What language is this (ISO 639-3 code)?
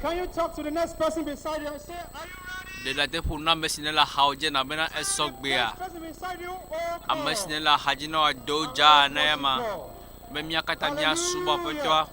ewe